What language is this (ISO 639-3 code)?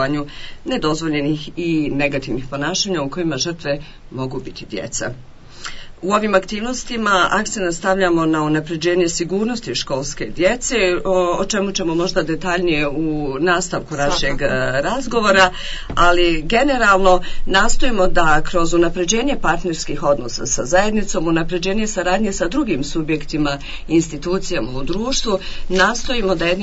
bos